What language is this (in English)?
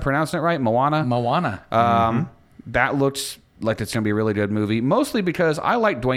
English